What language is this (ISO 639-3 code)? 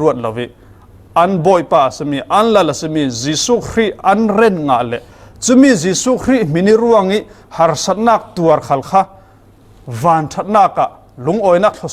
cfm